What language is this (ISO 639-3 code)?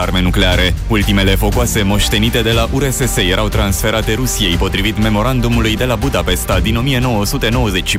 ron